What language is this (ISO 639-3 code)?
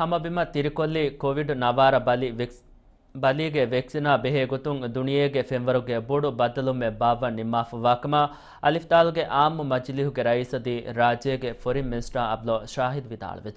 div